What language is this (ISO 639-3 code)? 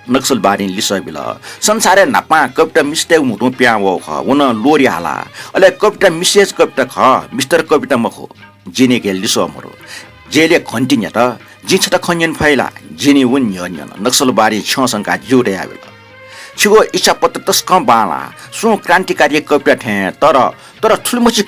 new